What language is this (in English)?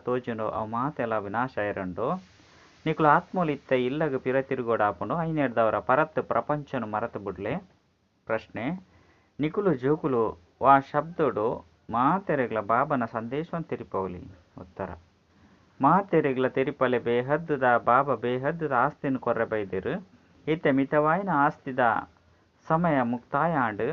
Tulu